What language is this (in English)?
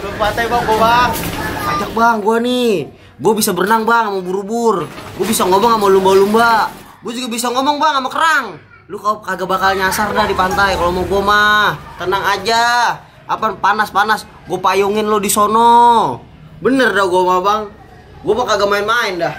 Betawi